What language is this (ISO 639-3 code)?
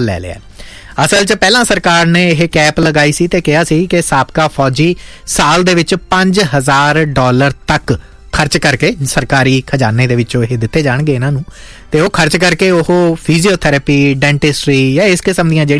pan